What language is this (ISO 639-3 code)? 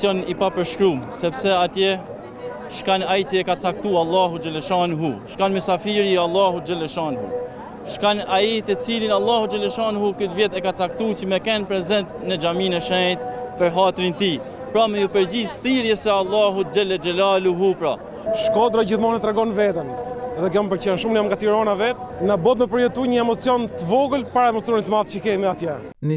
sqi